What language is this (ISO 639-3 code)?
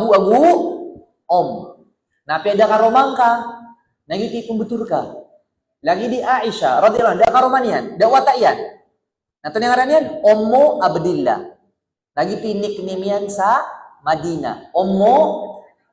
mrw